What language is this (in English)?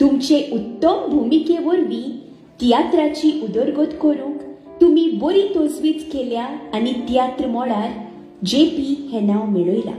Konkani